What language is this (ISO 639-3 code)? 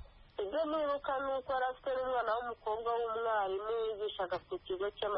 kin